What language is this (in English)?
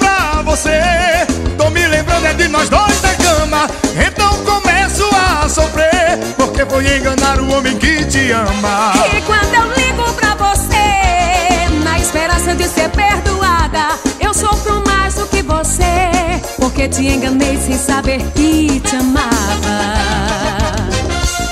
Portuguese